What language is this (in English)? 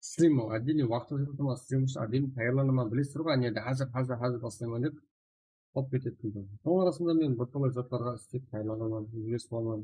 Kara-Kalpak